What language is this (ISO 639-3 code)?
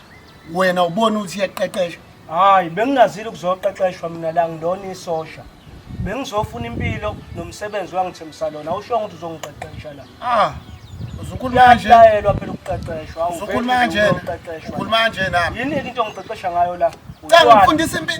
zul